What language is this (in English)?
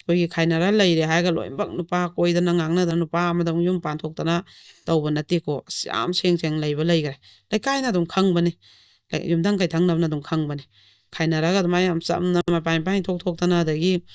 Manipuri